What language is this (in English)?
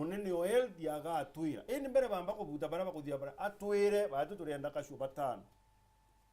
Meru